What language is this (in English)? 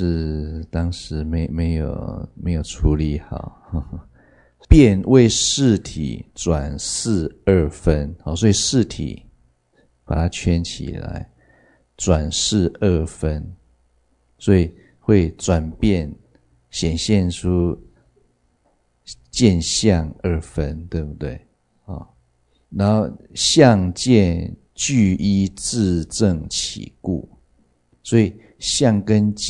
Chinese